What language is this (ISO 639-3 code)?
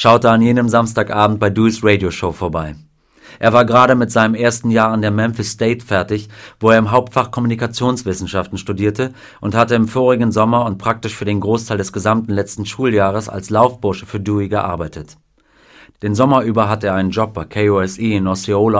deu